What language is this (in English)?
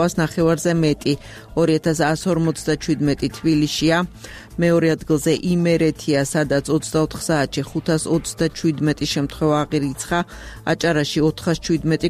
Georgian